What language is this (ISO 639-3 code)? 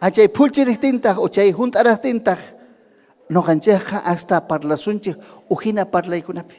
quy